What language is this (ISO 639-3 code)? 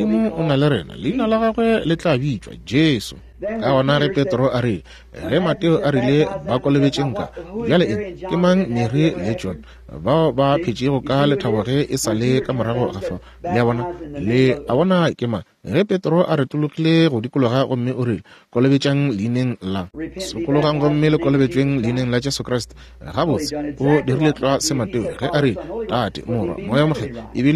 nso